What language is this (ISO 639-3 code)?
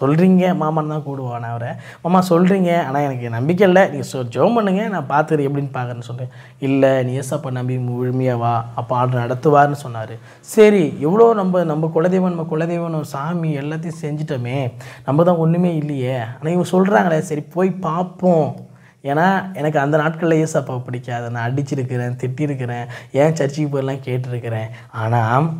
tam